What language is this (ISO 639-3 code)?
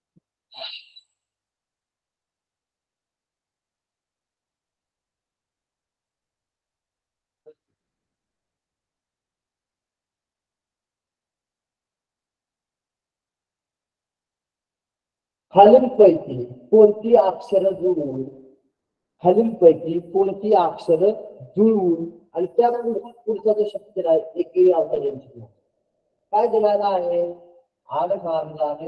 mar